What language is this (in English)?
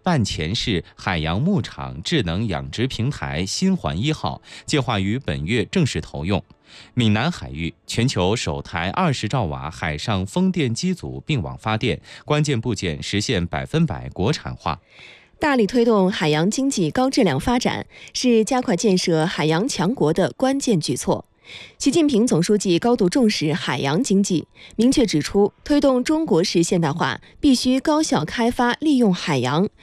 Chinese